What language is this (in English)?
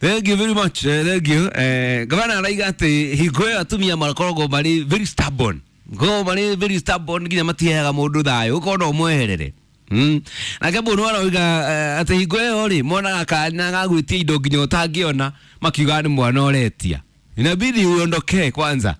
Kikuyu